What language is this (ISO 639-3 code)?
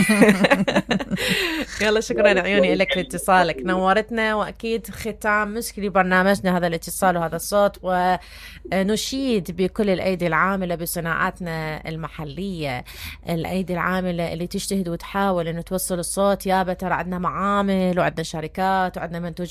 acm